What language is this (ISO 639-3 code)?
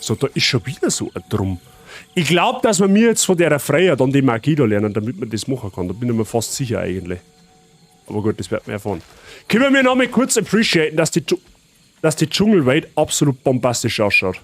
bar